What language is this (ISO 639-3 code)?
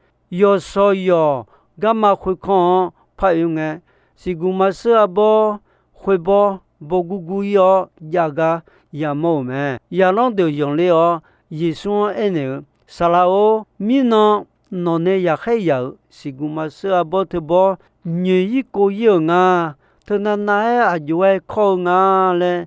ahk